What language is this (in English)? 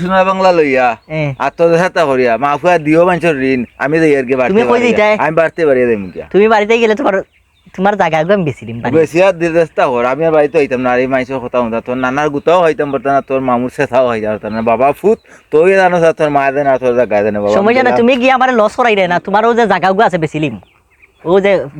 Sylheti